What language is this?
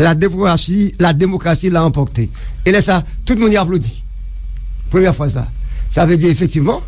Haitian Creole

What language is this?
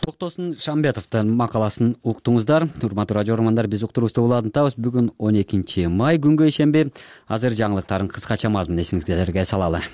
Kyrgyz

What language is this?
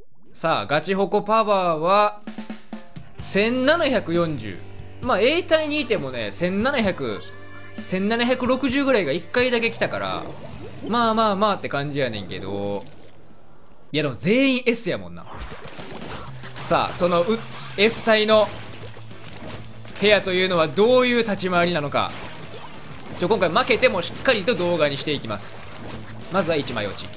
Japanese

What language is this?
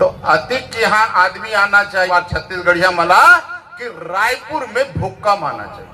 Chhattisgarhi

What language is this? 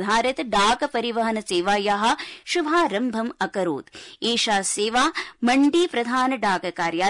Sanskrit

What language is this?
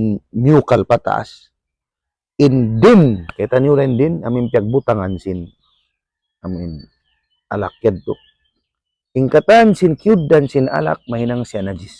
Tausug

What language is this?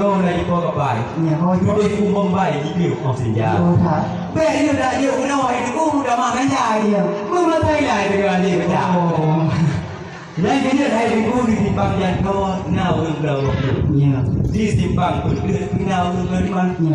Achinese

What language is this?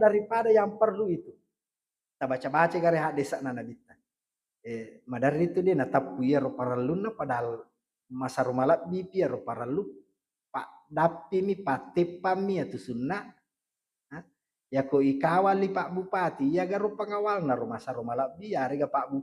Buginese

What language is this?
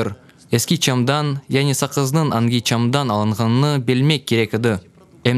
Crimean Tatar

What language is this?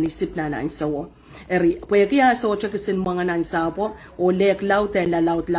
Pohnpeian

